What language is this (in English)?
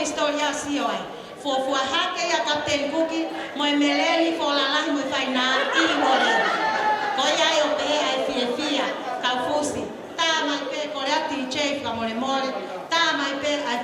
Tongan